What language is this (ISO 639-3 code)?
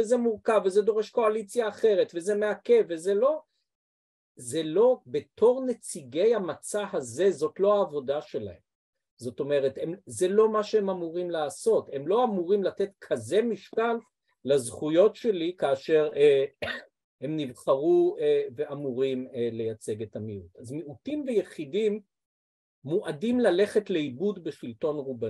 heb